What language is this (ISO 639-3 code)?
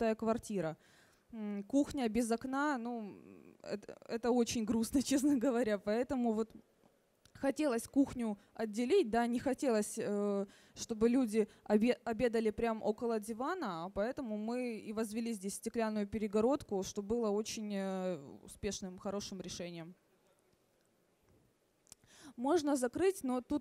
rus